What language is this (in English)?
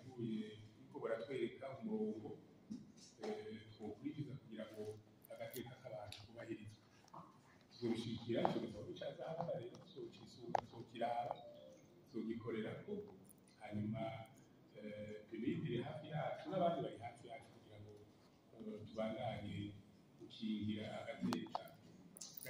Rundi